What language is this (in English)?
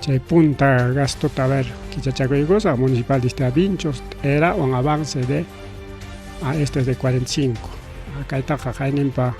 Ayacucho Quechua